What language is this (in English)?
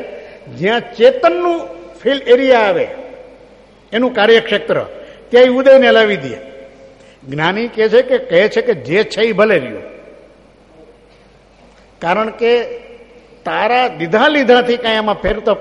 Gujarati